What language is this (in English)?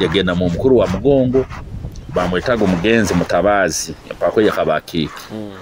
Nyoro